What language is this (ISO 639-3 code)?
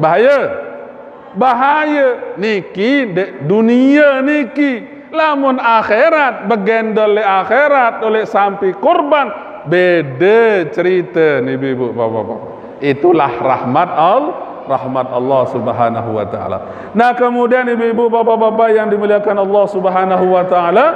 sas